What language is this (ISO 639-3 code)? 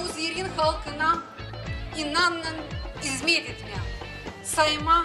gag